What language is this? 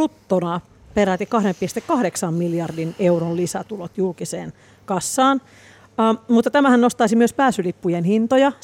Finnish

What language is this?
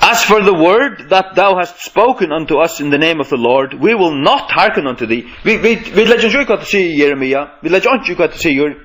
Faroese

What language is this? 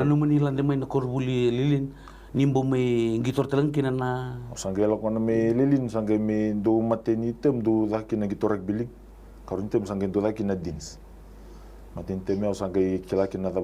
Fijian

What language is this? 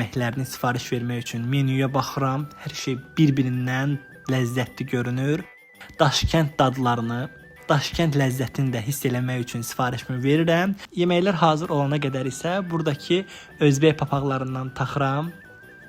Azerbaijani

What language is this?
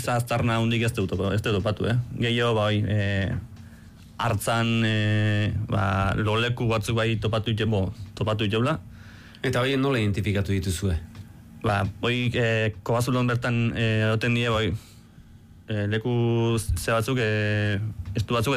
Basque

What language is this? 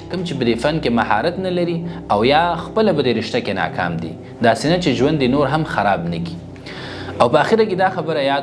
Pashto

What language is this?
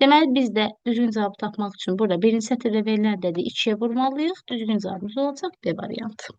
Azerbaijani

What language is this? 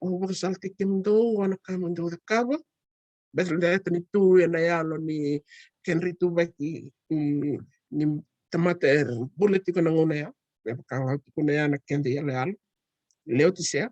Fijian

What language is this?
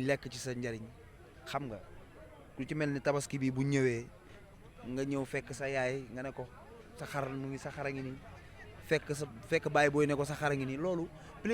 Wolof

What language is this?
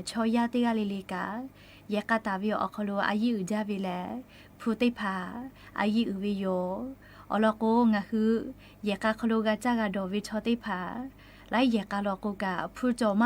Lahu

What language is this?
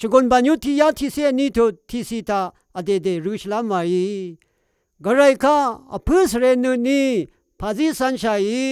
Rawang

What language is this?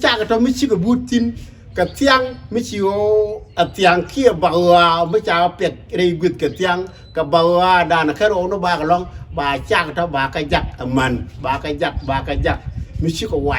Nuer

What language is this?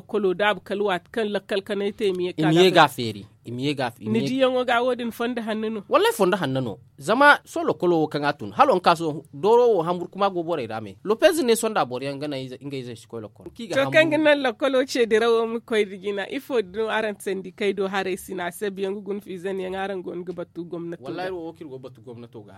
Zarma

